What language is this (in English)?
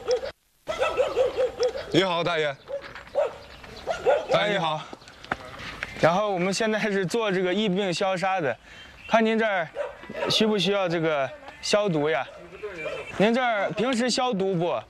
Chinese